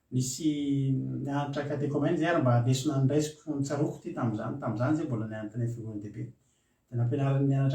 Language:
Malagasy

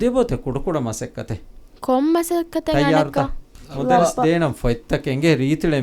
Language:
Divehi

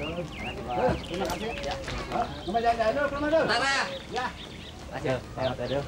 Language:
Betawi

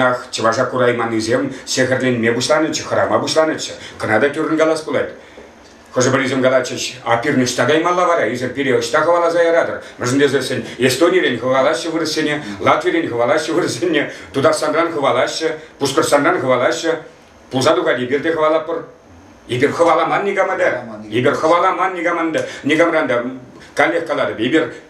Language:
Chuvash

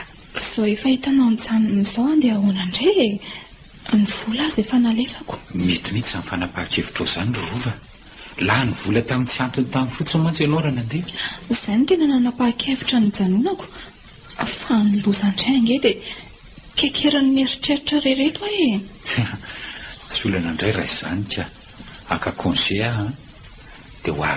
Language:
Malagasy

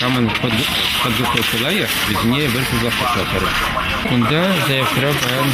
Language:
Chuvash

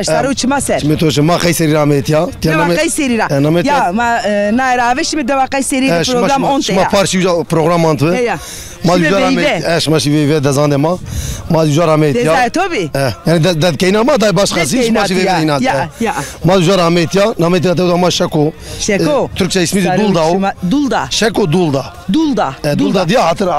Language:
Zaza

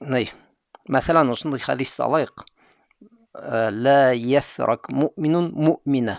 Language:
Bashkir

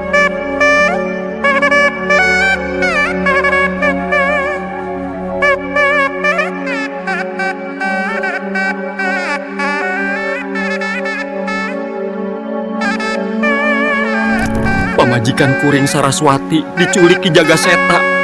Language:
Sundanese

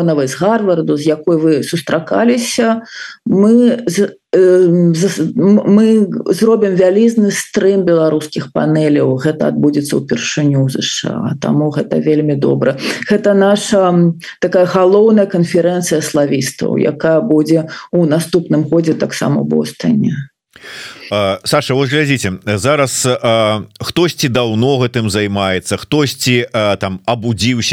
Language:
Belarusian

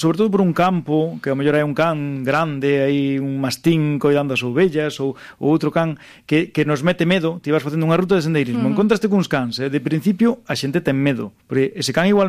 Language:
Galician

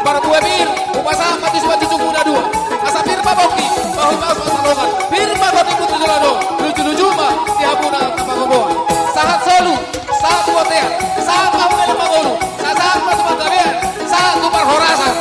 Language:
Batak Toba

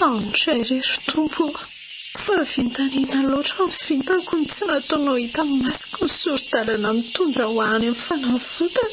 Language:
Malagasy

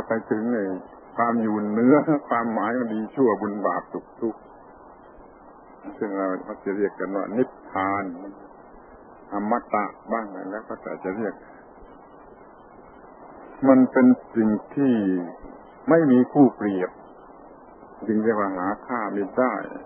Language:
Thai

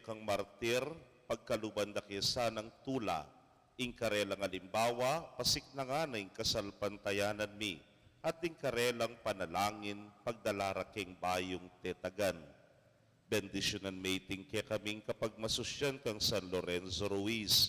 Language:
Pampanga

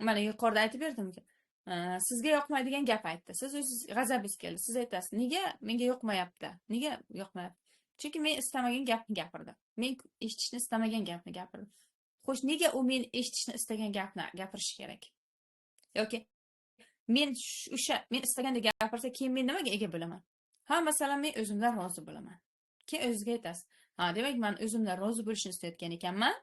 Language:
Uzbek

